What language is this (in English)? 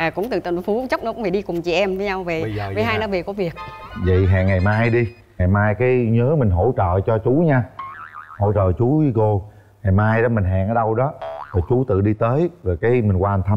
Vietnamese